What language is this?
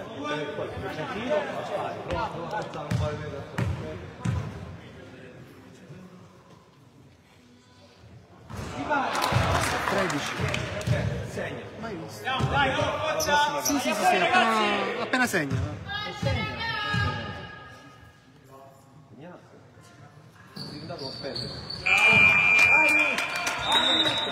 Italian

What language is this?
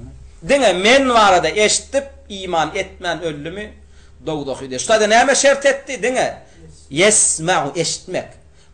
Turkmen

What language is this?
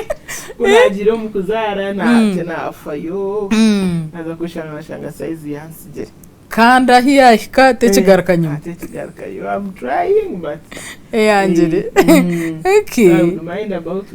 Nyankole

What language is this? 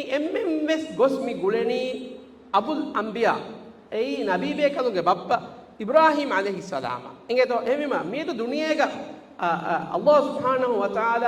Divehi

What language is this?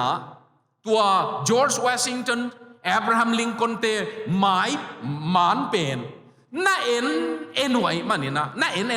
Tedim Chin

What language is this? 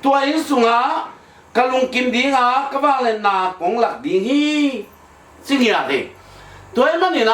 Tedim Chin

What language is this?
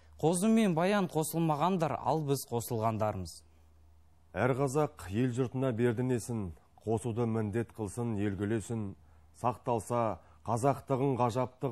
Kazakh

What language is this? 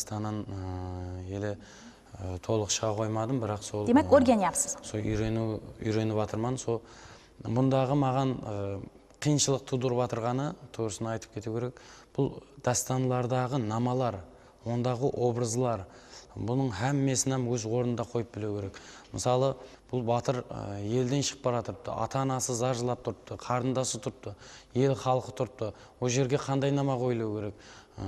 Kara-Kalpak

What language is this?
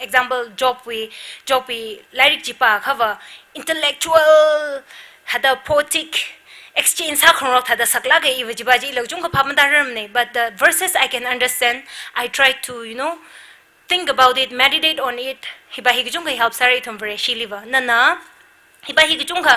Tangkhul Naga (India)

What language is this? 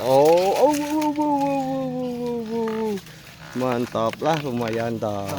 Sundanese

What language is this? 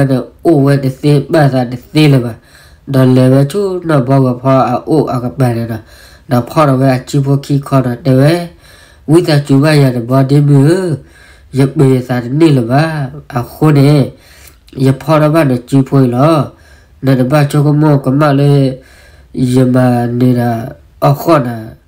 S'gaw Karen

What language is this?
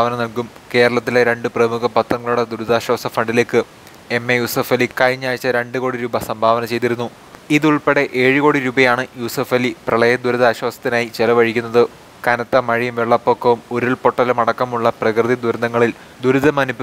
Malayalam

